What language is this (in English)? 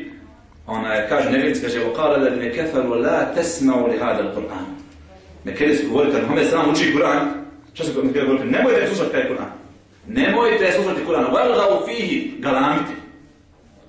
Bosnian